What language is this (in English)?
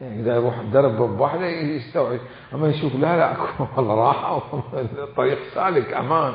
Mesopotamian Arabic